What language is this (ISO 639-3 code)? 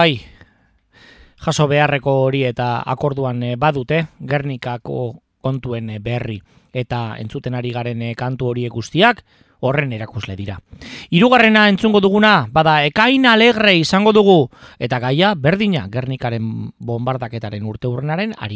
eus